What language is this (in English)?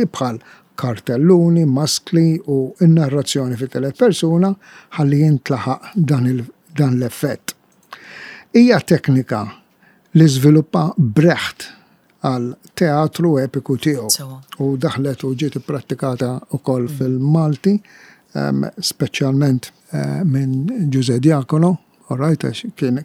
Maltese